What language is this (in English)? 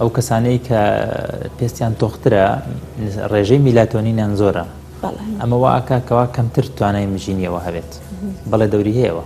Central Kurdish